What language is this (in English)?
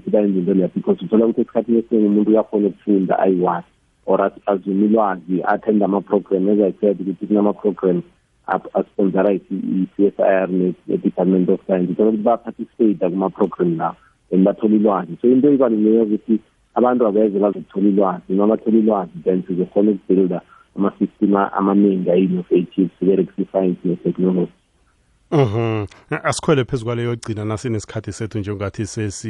South Ndebele